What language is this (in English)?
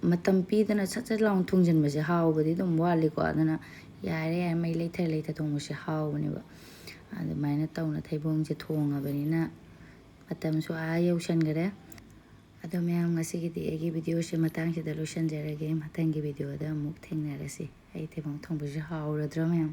Manipuri